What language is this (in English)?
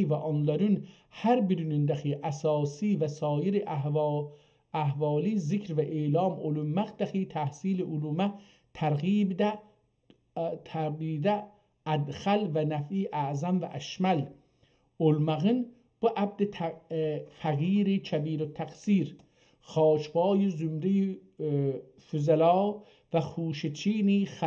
South Azerbaijani